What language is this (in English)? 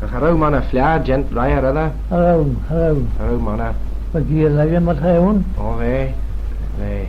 Manx